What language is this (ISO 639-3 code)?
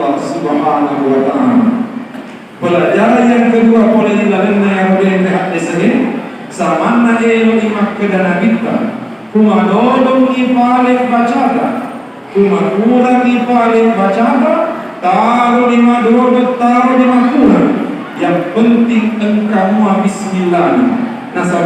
bug